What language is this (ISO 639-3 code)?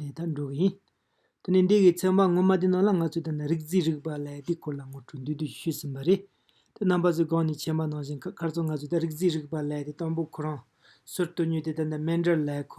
bod